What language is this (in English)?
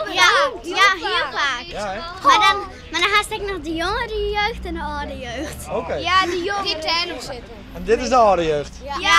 Western Frisian